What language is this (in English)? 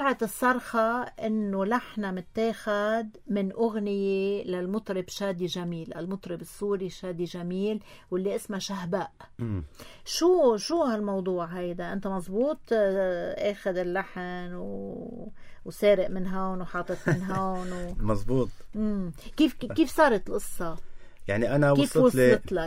North Levantine Arabic